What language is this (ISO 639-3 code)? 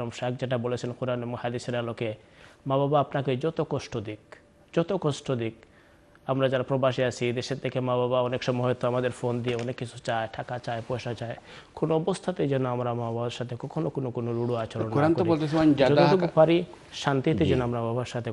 ben